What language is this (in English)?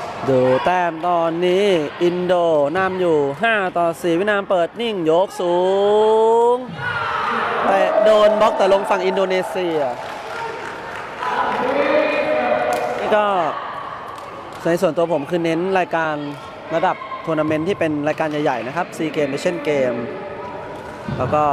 Thai